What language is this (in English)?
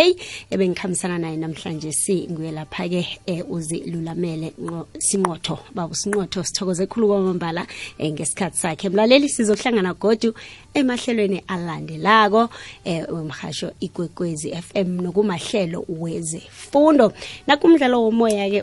South Ndebele